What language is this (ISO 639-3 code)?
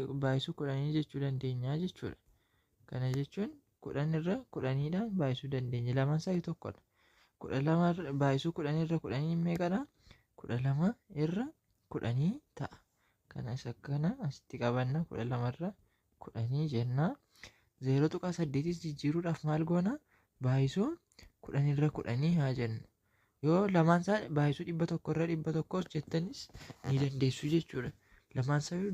orm